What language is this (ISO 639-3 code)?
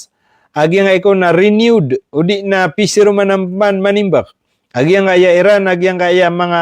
mrw